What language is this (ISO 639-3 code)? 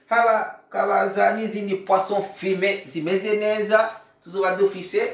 run